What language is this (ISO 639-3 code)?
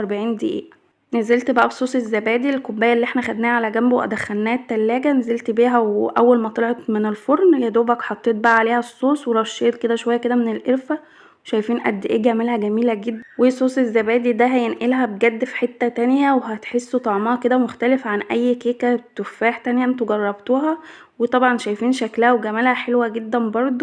arz